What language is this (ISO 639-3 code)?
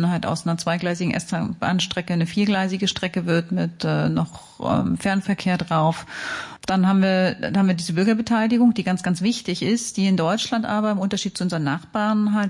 deu